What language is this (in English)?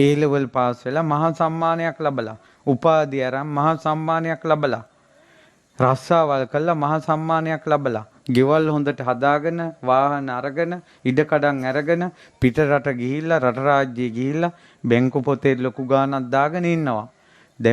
Sinhala